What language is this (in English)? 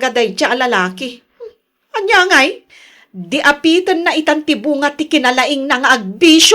Iloko